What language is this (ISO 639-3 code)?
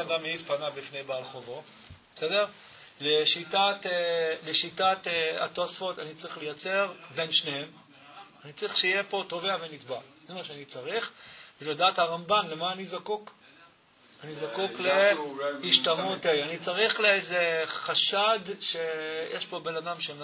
heb